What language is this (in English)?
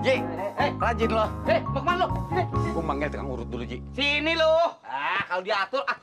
Betawi